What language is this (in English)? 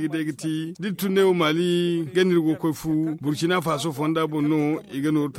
Zarma